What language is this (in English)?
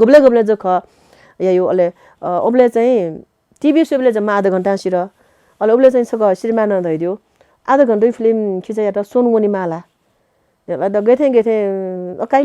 Newari